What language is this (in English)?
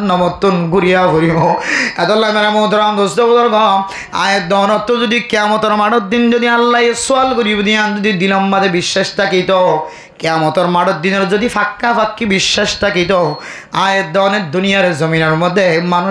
Rohingya